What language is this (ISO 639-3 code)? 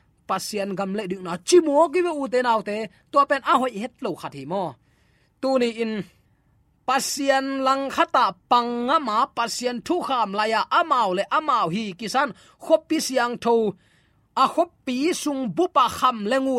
ctd